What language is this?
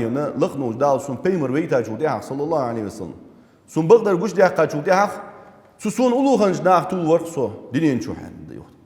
Ingush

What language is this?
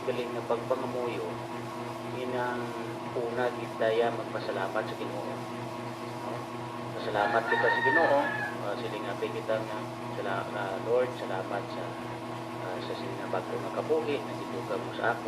Hiligaynon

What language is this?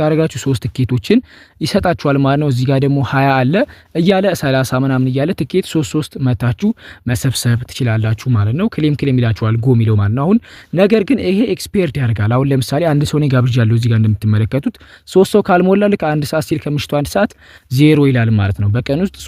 Amharic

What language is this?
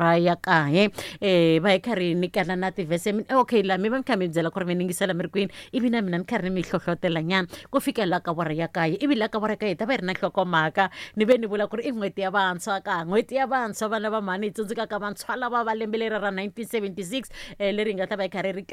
Tsonga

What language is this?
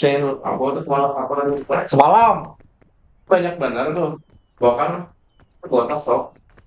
Banjar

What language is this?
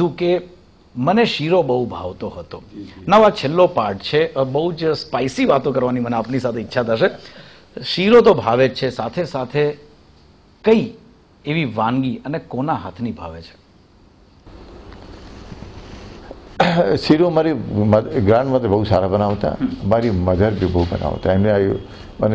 Gujarati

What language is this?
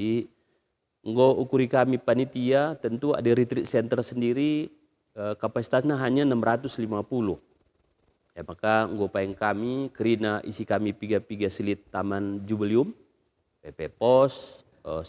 Batak Karo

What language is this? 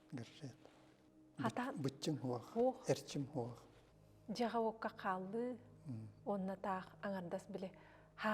Yakut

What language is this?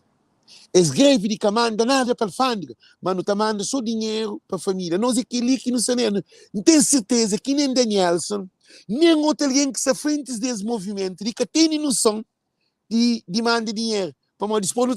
Kabuverdianu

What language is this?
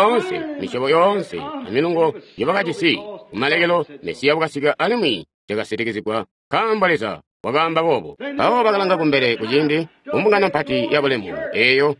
Tonga (Zambia)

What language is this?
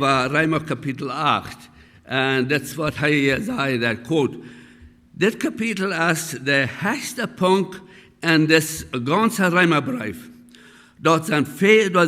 Plautdietsch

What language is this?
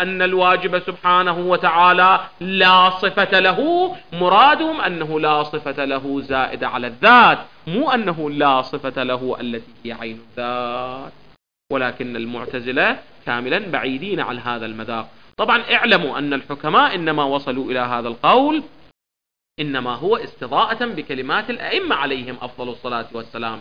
Arabic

